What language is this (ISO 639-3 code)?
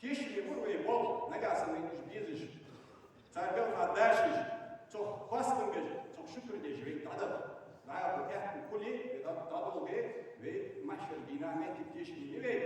inh